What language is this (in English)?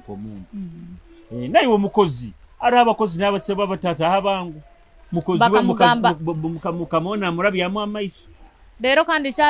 Nyoro